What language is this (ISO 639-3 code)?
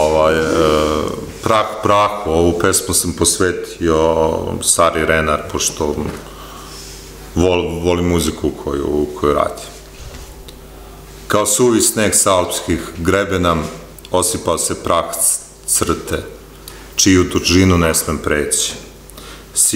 srp